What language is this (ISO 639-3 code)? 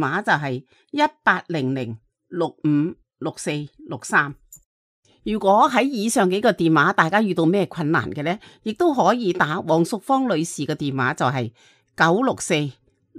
yue